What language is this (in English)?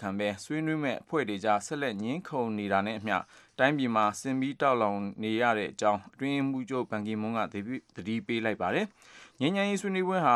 Burmese